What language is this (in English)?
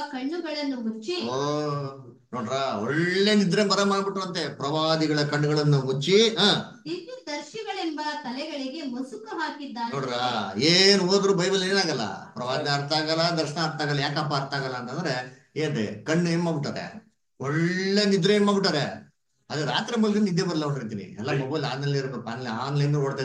Kannada